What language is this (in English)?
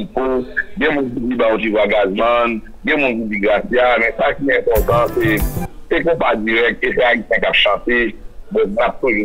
Haitian Creole